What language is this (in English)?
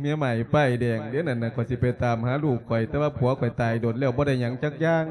Lao